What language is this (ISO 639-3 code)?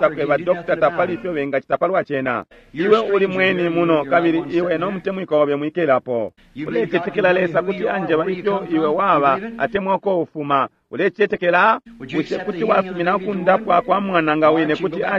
bem